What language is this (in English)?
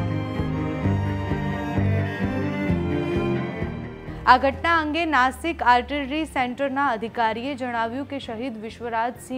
Gujarati